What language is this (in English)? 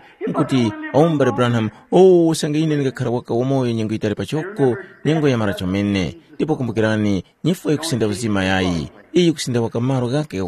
Tumbuka